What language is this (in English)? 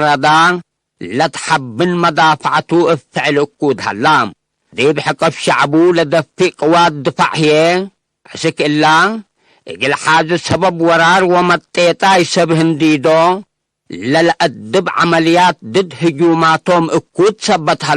Tigre